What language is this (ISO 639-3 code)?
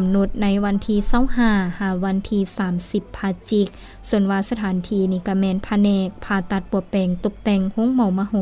lao